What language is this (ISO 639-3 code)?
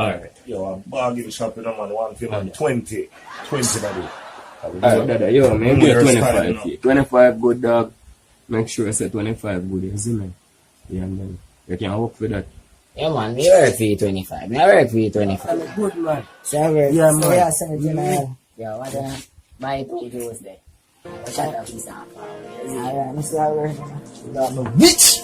jam